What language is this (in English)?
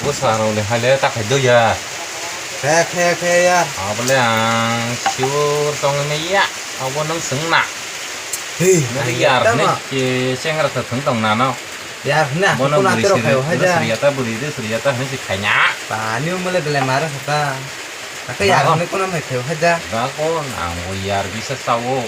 Kok Borok